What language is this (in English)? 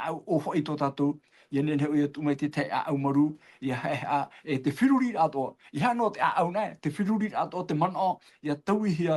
Tahitian